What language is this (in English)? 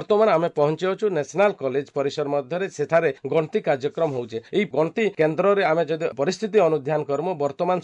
Odia